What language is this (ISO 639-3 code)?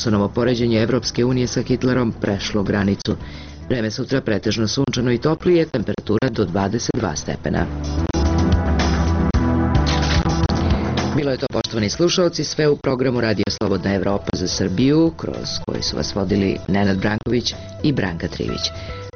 srp